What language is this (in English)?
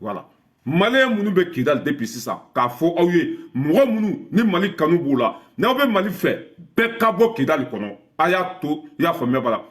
Bambara